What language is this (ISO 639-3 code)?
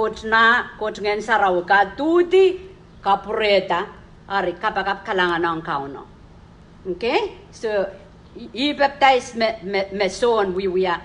pon